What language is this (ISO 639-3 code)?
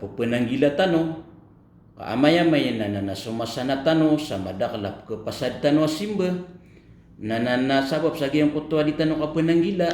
mrw